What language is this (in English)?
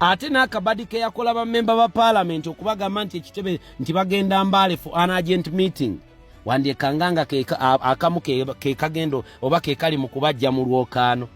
Ganda